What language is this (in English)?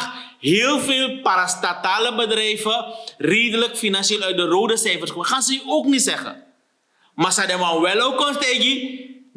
Sranan Tongo